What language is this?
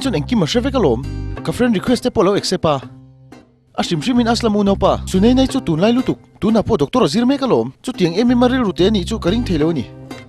Mizo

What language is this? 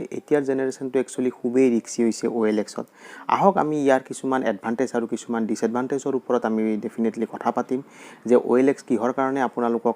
Assamese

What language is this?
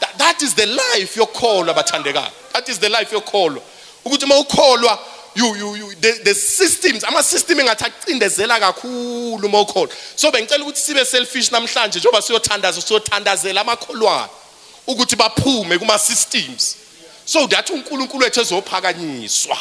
Zulu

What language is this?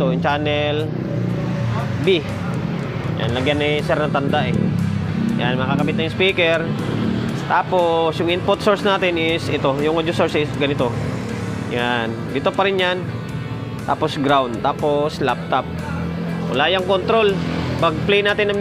Filipino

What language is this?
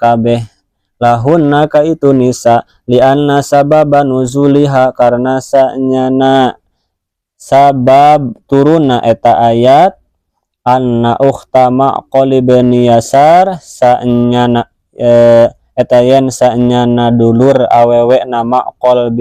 Sundanese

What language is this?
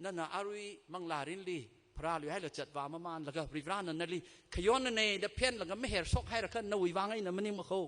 Tangkhul Naga (India)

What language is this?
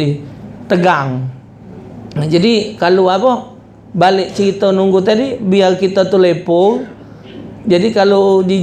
Musi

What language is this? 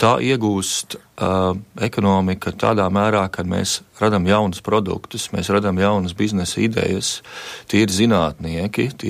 Latvian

